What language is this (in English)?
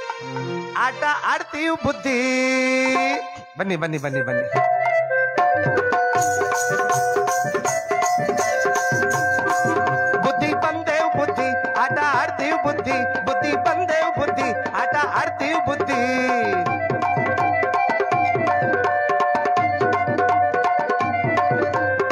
Kannada